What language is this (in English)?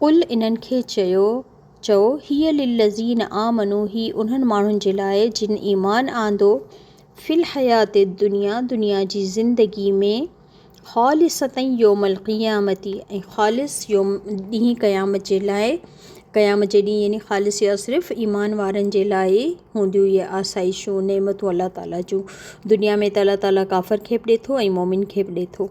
Sindhi